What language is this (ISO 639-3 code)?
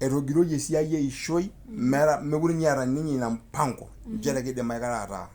mas